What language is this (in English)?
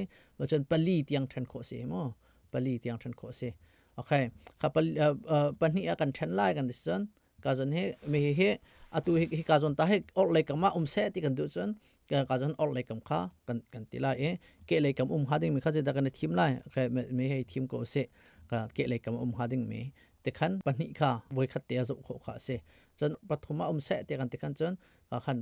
Hakha Chin